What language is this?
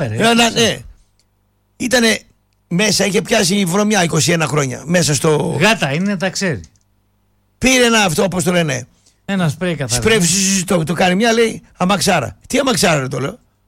Greek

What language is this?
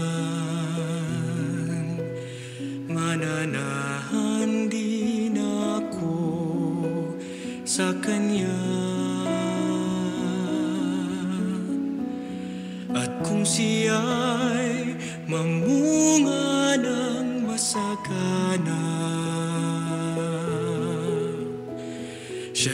Filipino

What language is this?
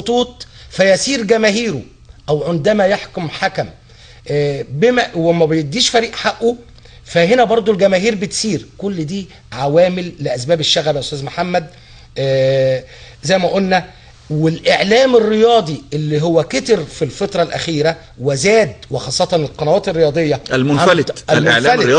Egyptian Arabic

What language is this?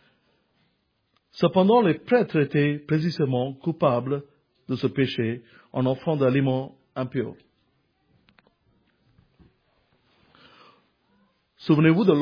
French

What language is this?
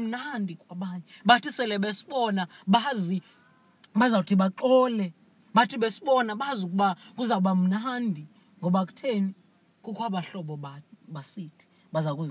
Xhosa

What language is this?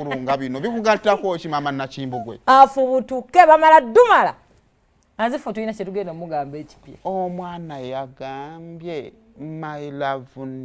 Ganda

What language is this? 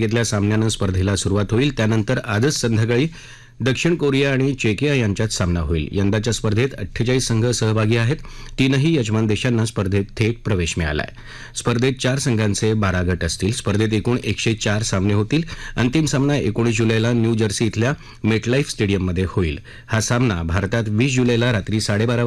Marathi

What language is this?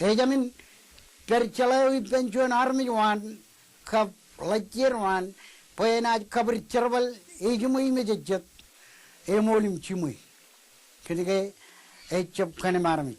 Marshallese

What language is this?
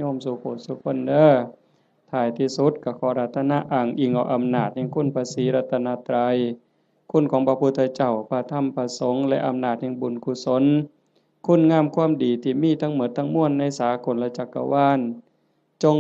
Northeastern Thai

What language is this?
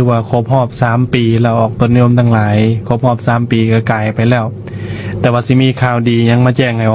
Lao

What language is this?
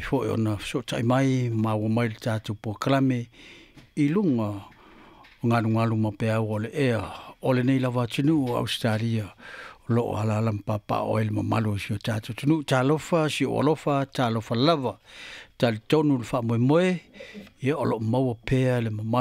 Samoan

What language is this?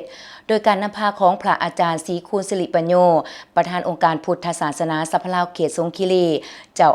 Lao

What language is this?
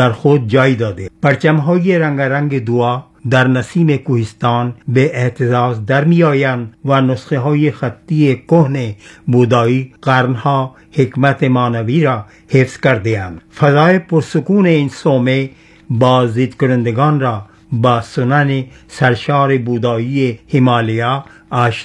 Persian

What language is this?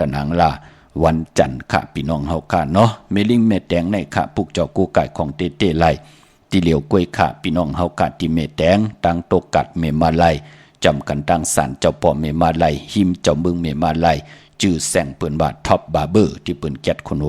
Shan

